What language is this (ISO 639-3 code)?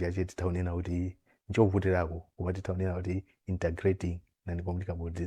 nya